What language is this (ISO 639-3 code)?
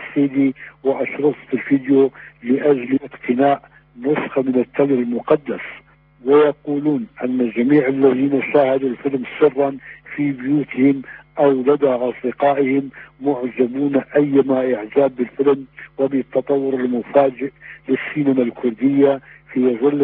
ara